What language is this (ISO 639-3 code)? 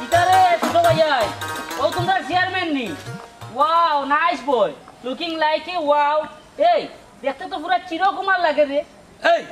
syl